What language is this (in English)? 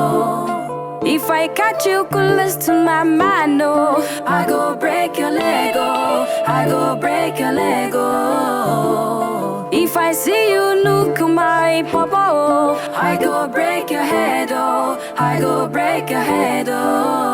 Nigerian Pidgin